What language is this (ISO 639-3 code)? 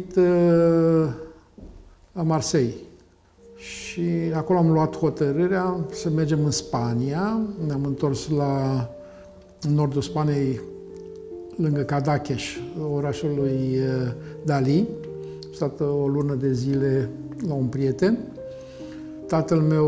ron